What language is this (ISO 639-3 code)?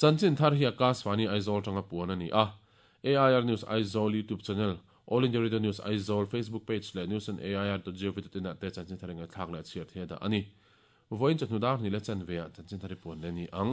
lus